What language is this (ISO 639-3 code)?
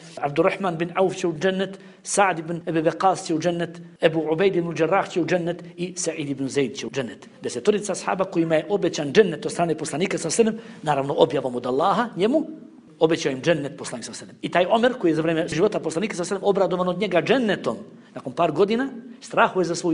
bos